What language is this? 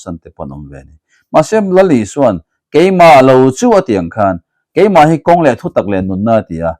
Mizo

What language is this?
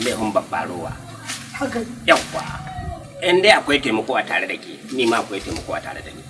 Hausa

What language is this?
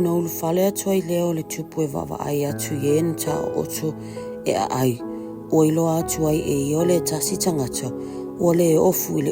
Samoan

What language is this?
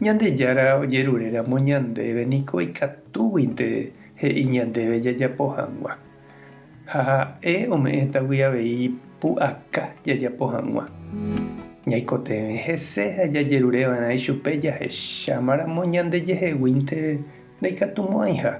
Guarani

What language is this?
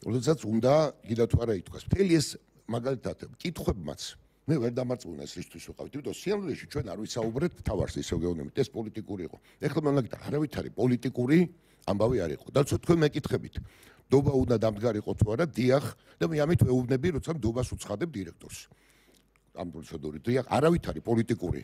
Georgian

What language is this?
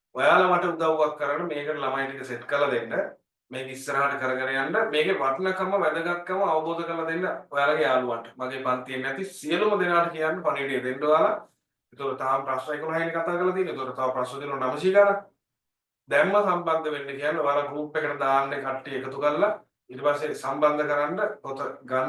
Sinhala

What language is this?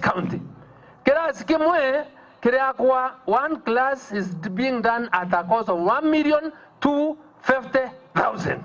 Meru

